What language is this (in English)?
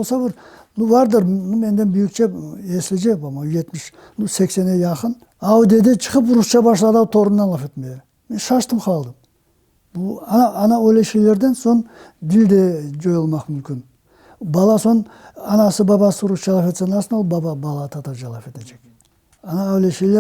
Crimean Tatar